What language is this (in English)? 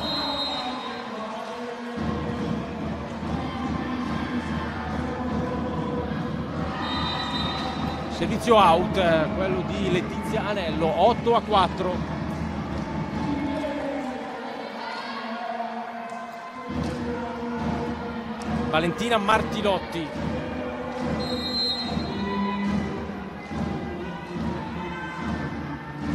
Italian